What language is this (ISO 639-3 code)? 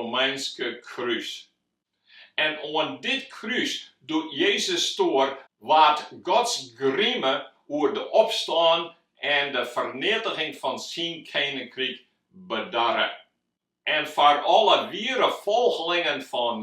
fry